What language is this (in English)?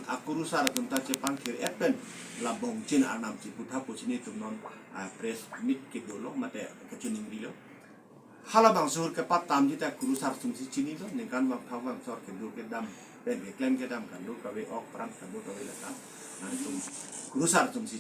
Karbi